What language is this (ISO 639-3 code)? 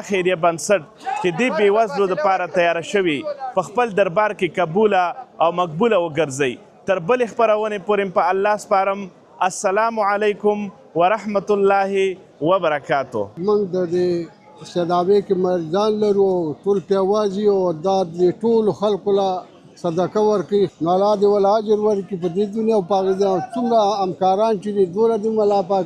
pus